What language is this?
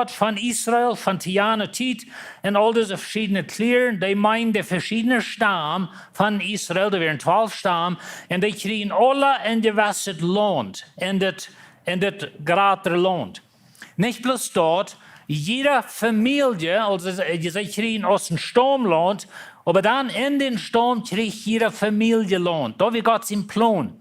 Plautdietsch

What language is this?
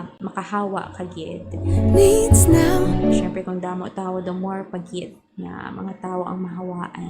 Hiligaynon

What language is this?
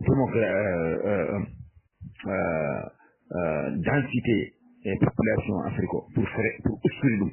Fula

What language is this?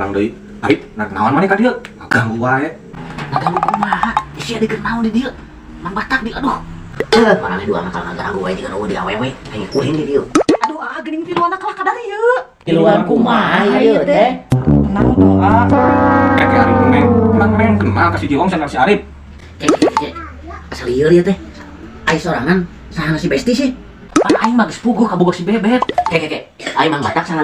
Sundanese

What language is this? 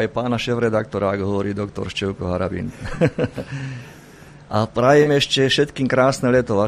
Slovak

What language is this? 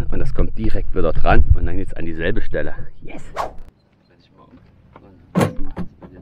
German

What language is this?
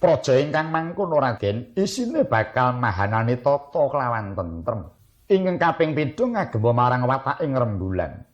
Javanese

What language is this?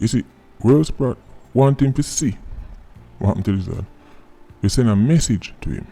Jamaican Creole English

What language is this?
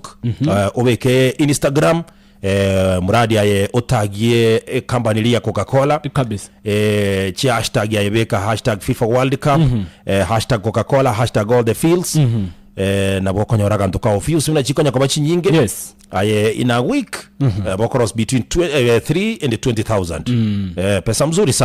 Gusii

